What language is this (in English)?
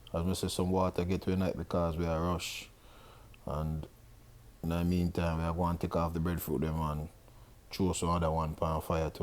Jamaican Creole English